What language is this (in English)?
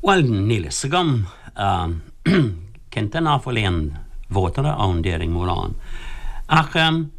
Irish